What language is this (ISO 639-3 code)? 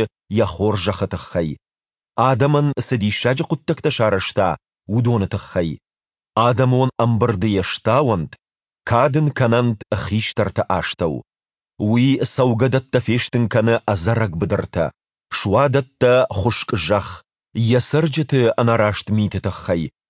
oss